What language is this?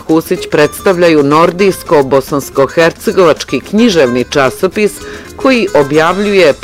Bosnian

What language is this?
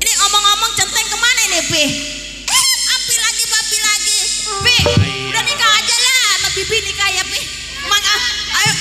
Betawi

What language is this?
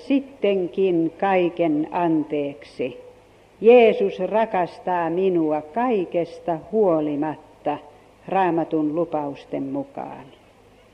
Finnish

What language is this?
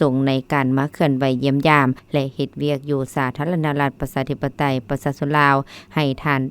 Lao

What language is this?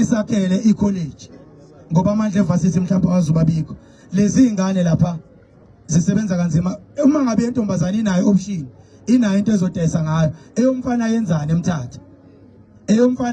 Zulu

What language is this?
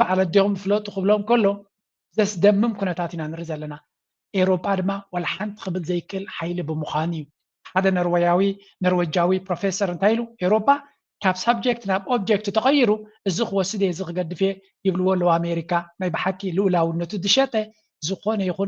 Tigrinya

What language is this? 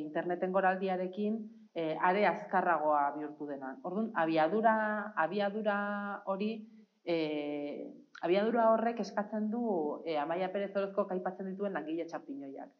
Basque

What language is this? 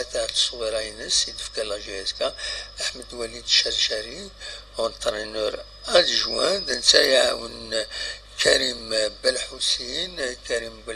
Kabyle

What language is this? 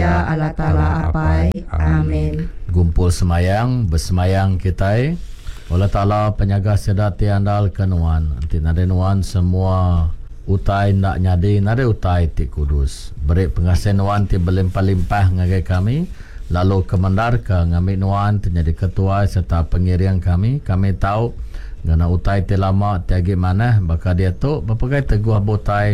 Iban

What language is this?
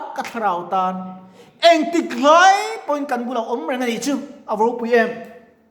Mizo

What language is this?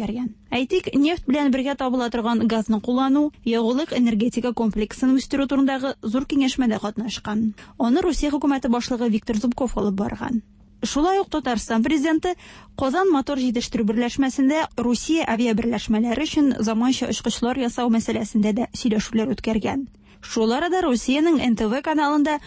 Tatar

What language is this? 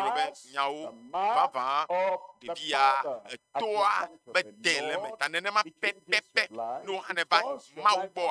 Ewe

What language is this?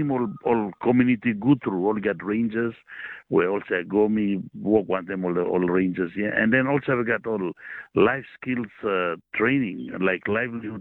Tok Pisin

